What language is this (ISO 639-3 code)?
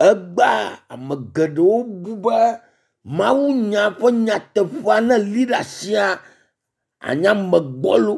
ewe